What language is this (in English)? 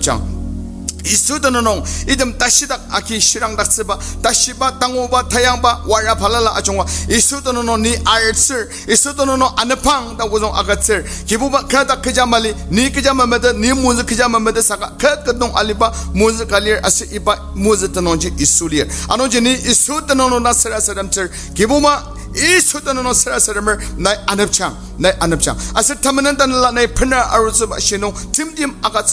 Ao Naga